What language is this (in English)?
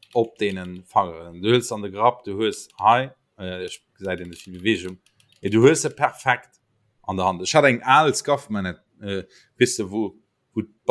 Luxembourgish